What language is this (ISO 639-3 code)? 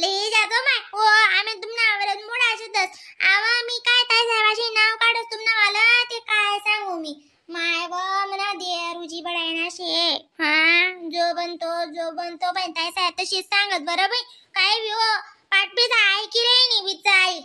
khn